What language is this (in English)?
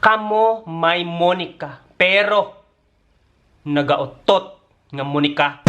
Hiligaynon